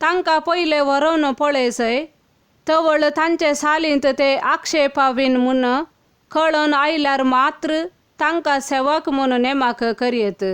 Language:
Konkani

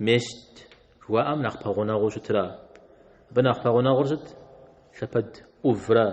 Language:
Kabardian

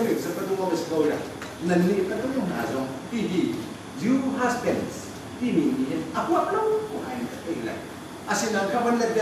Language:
Hakha Chin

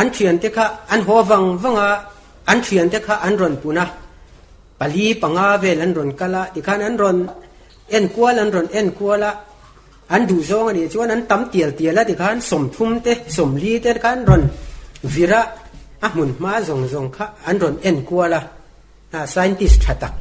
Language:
Mizo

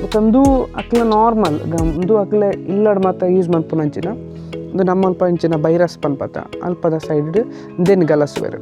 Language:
Tulu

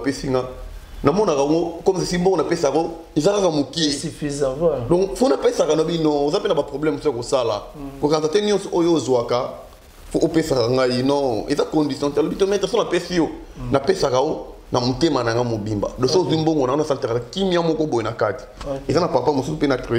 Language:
Lingala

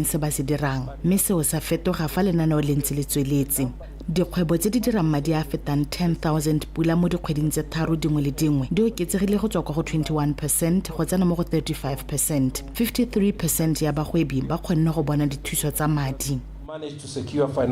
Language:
Tswana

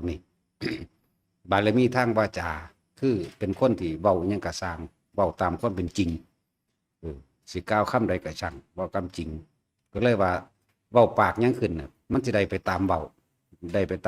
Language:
Lao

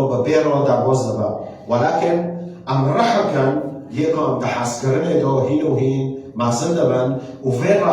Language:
Kurdish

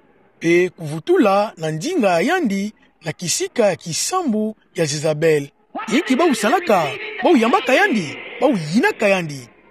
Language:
Kituba (Democratic Republic of Congo)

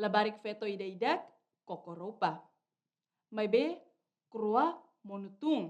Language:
Tetum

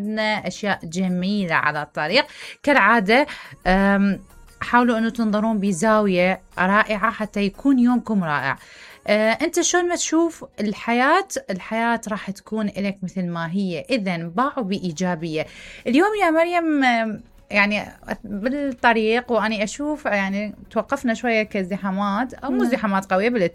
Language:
Mesopotamian Arabic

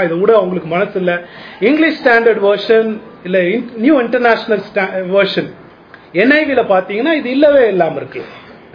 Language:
Tamil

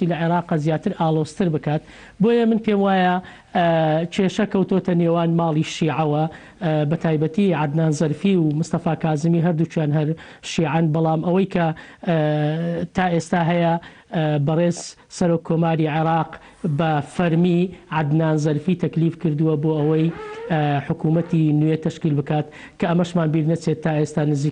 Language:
Central Kurdish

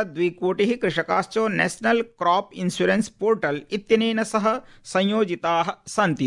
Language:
Sanskrit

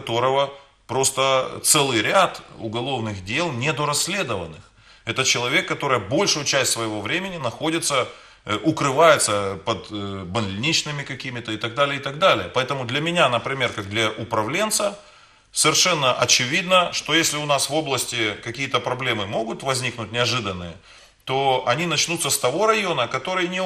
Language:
Russian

